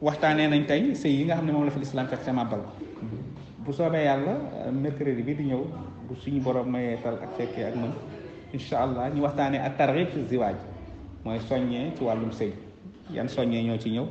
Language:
Wolof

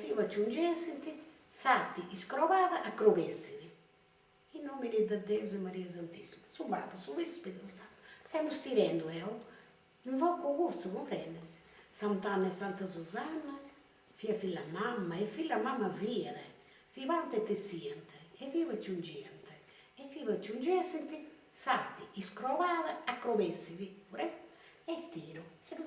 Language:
Sardinian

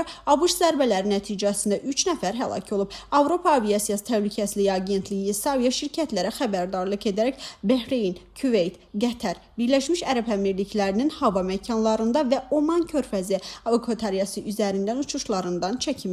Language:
Azerbaijani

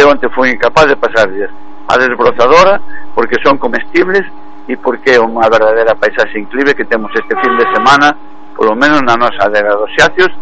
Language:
Galician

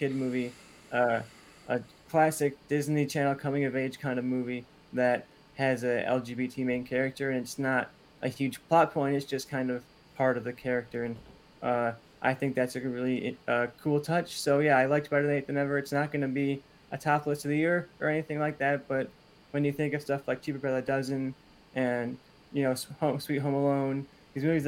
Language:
English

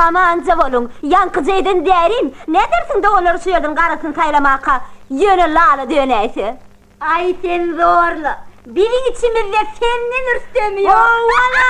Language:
Turkmen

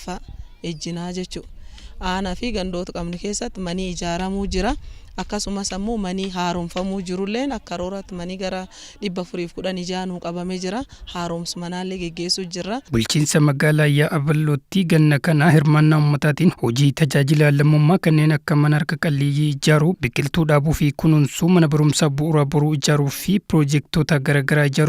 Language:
Oromo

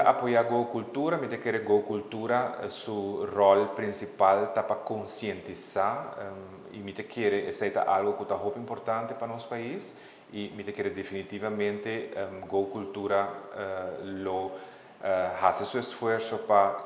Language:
Papiamento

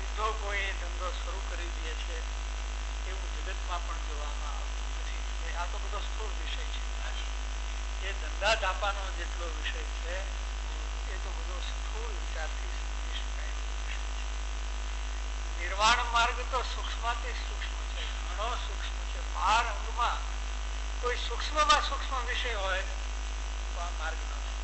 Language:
Gujarati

